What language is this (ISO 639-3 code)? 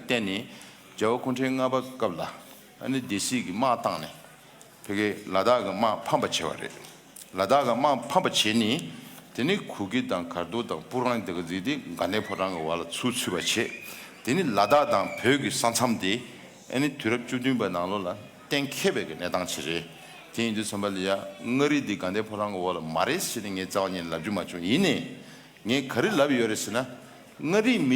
bod